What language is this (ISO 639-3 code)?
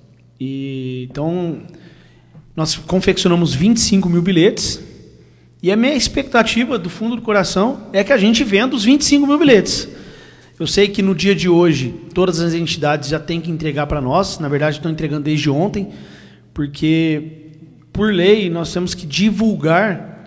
por